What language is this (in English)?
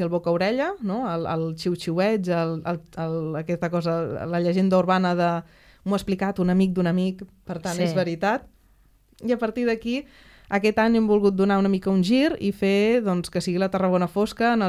Catalan